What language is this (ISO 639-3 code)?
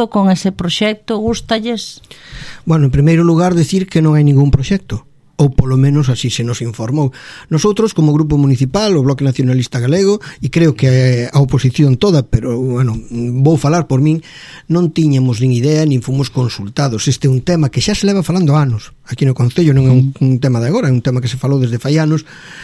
glg